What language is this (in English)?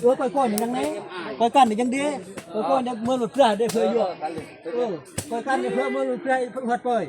Northeastern Thai